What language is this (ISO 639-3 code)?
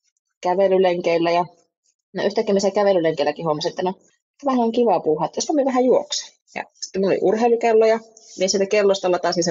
fin